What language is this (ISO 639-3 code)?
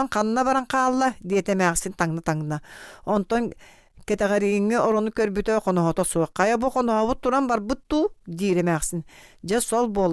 sah